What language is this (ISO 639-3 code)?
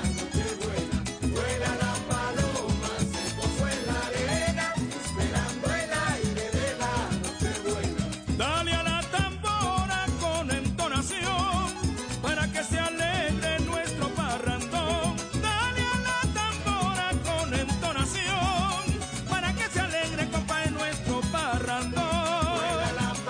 spa